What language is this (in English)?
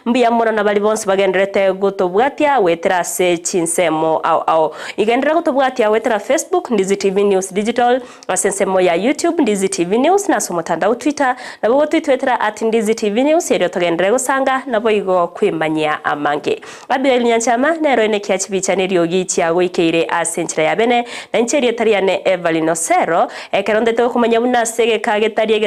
Gusii